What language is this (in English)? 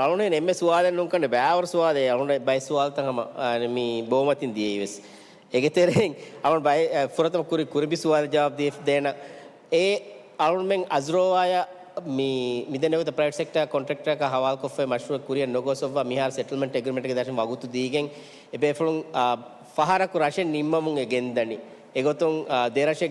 Divehi